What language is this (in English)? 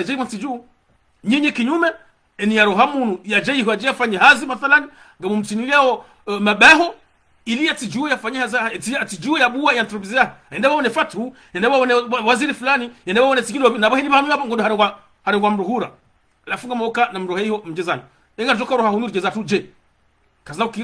Ngazidja Comorian